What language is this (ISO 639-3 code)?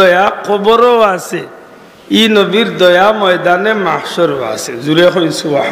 syl